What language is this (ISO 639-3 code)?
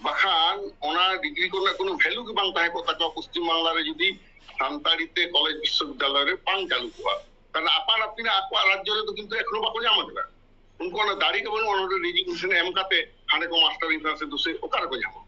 sat